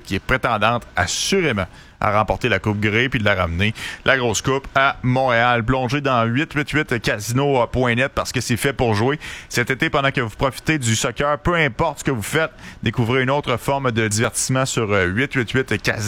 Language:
French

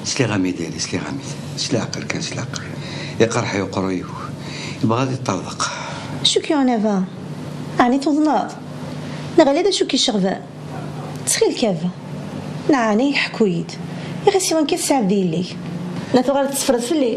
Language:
Kabyle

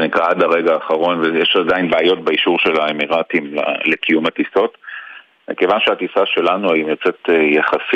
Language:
Hebrew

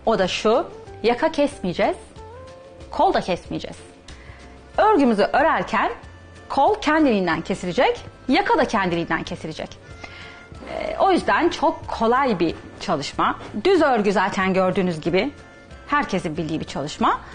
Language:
Turkish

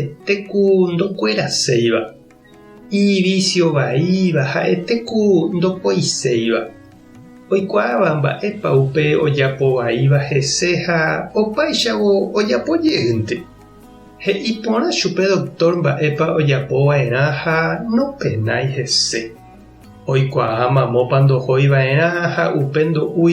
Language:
Guarani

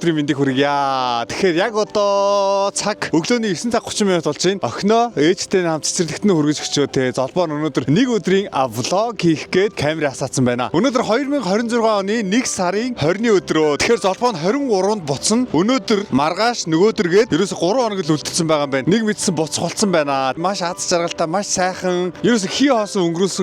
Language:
Mongolian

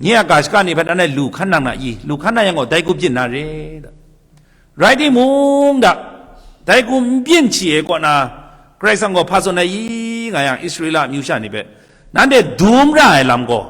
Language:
Kachin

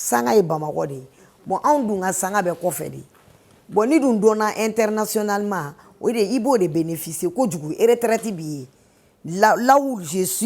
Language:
Bambara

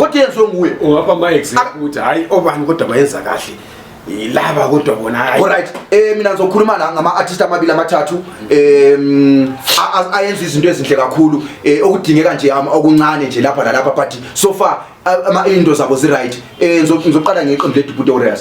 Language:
Zulu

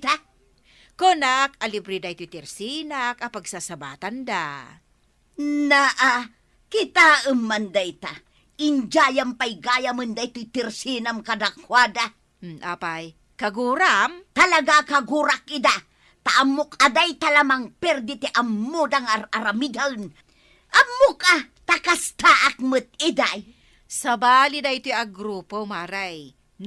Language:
Iloko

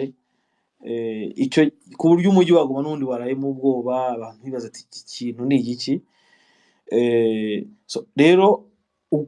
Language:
Kinyarwanda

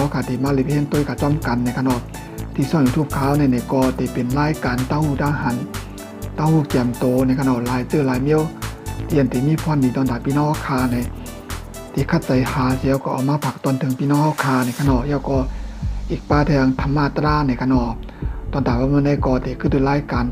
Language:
Shan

